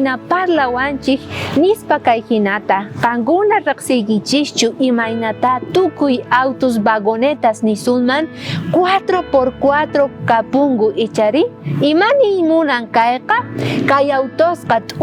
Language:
South Bolivian Quechua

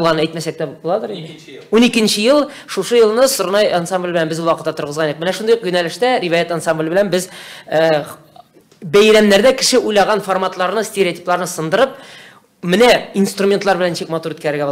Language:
Tatar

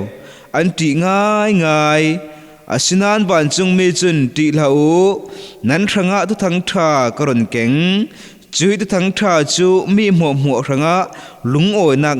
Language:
Falam Chin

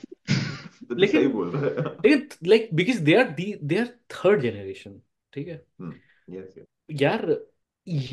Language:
Hindi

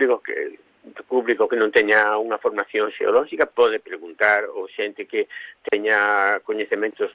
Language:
Galician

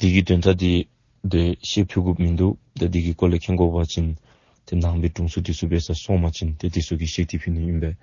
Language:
Dzongkha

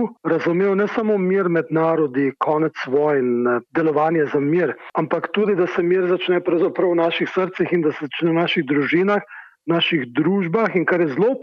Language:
Slovenian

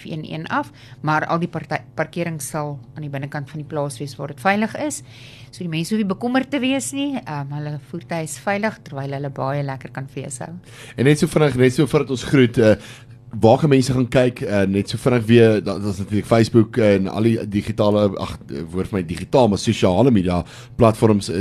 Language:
Afrikaans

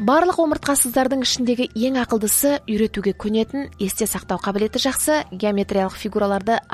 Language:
Kazakh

